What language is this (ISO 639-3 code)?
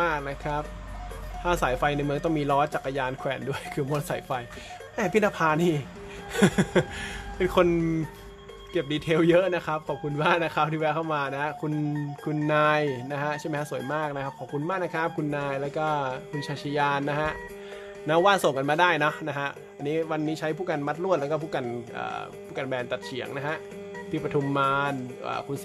tha